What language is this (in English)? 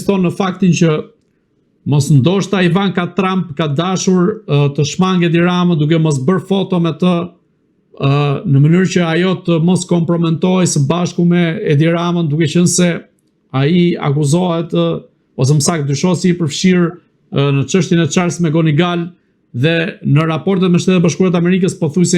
Albanian